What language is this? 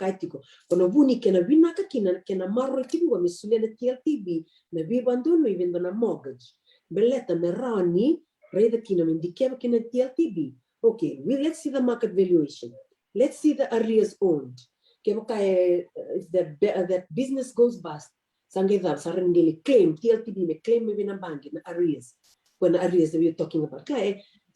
Fijian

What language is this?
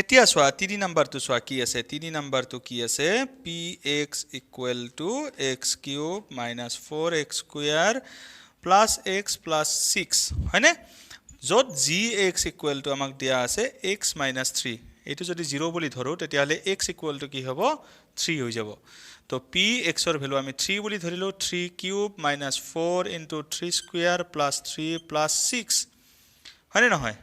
Assamese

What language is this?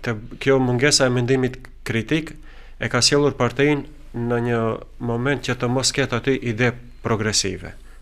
Albanian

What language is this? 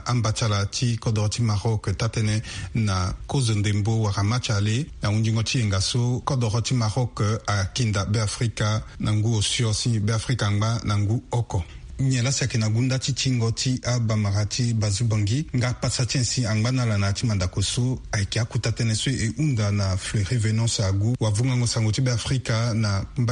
Sango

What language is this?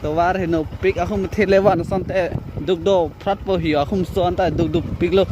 Karbi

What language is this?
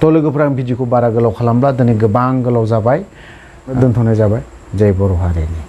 Bodo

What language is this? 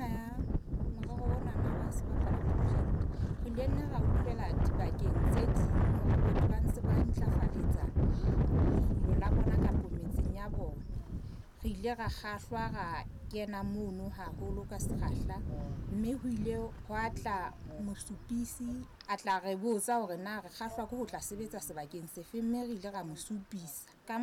Southern Sotho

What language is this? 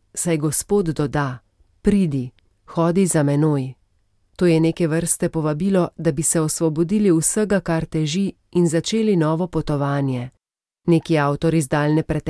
Slovenian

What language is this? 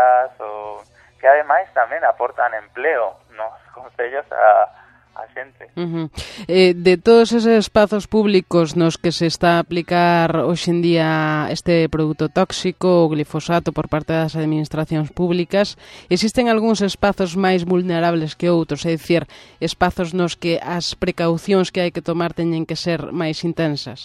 Galician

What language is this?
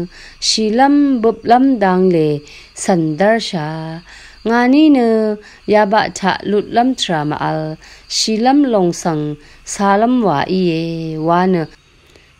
Rawang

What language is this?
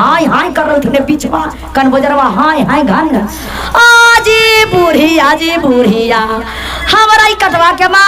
Magahi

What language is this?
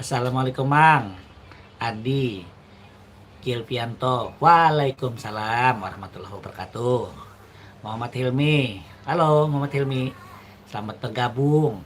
Banjar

